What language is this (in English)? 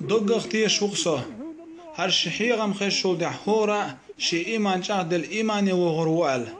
Chechen